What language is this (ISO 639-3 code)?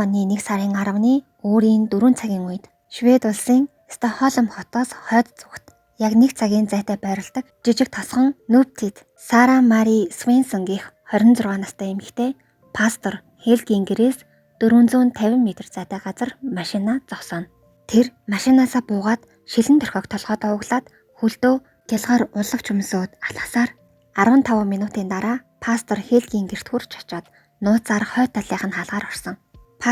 mon